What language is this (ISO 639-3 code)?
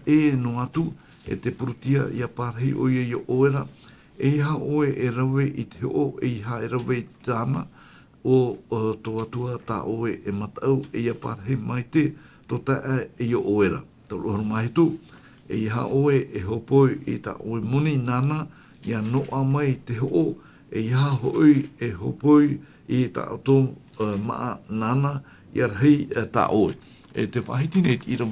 tah